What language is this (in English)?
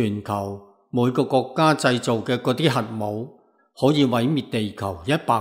Cantonese